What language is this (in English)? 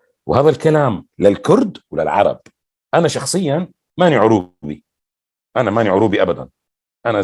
North Levantine Arabic